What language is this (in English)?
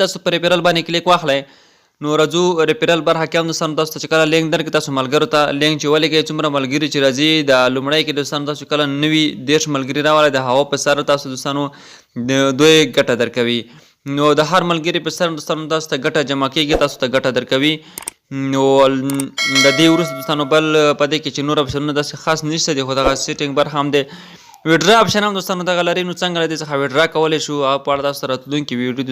Pashto